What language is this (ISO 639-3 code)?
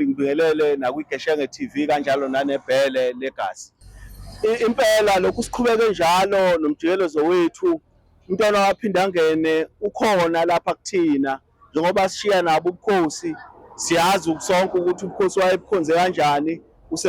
zul